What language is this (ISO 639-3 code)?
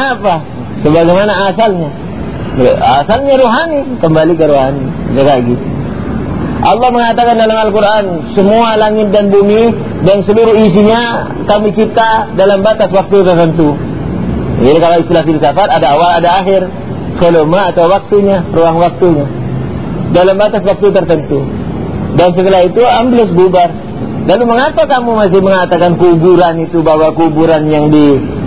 ind